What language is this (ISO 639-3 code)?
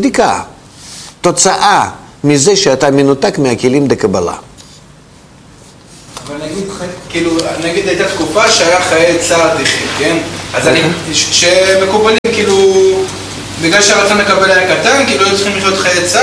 heb